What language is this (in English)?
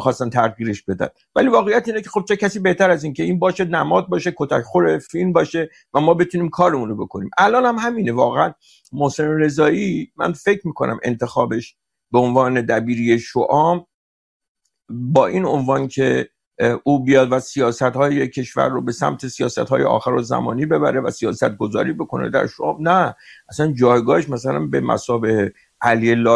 Persian